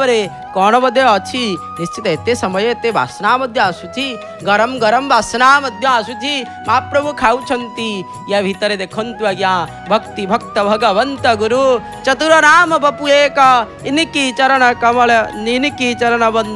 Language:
Odia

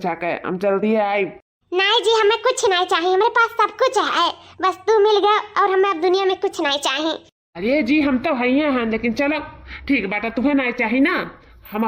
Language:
Awadhi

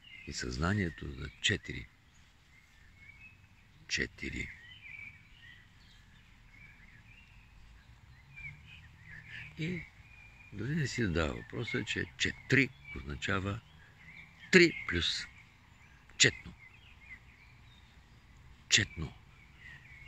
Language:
Bulgarian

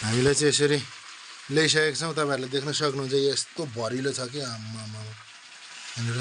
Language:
Nepali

